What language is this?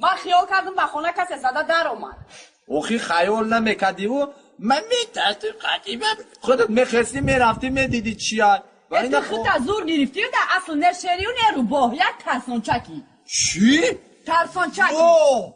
Tajik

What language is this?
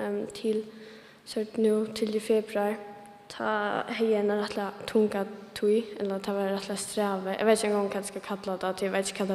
Faroese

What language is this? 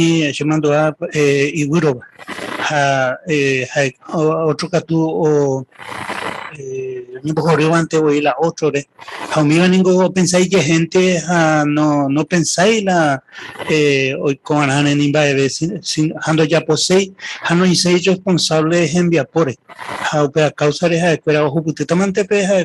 Guarani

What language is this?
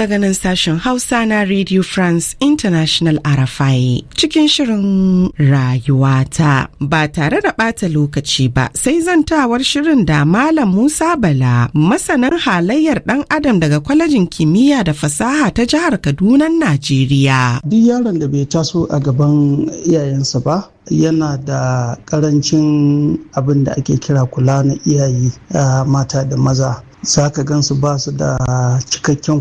Hausa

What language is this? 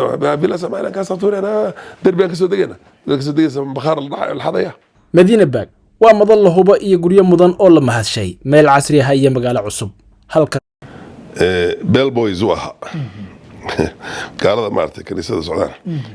Somali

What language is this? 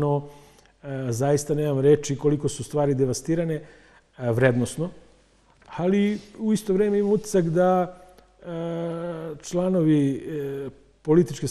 Serbian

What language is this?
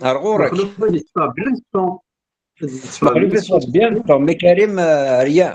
Kabyle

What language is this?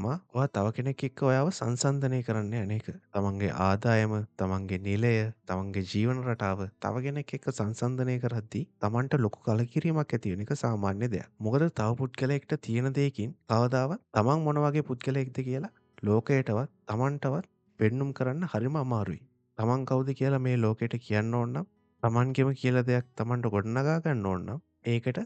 Sinhala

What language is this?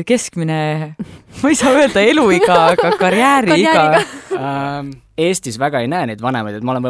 Estonian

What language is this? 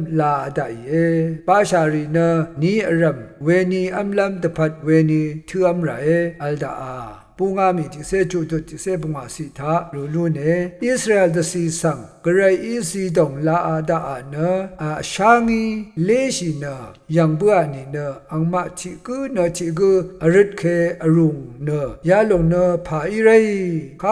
Rawang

